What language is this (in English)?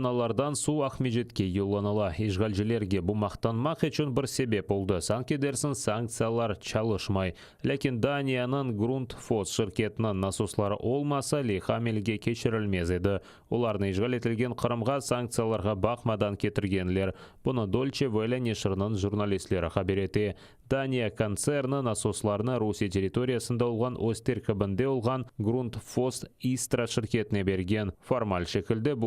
Crimean Tatar